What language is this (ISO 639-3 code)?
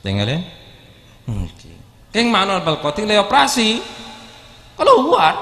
mad